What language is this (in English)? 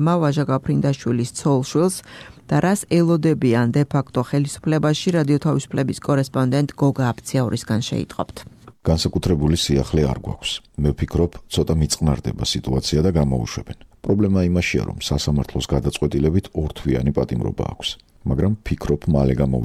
Georgian